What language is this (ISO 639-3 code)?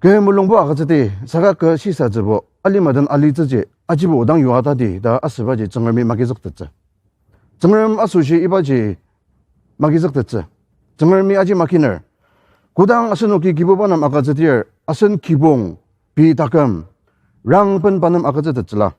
njo